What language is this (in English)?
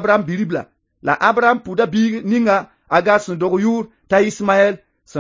Mossi